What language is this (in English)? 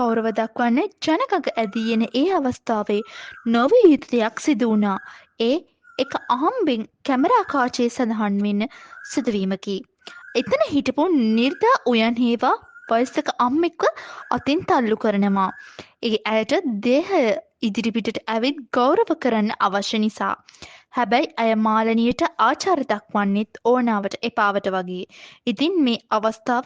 Sinhala